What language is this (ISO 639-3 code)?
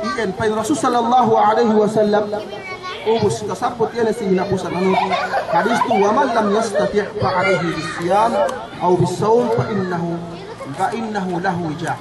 yka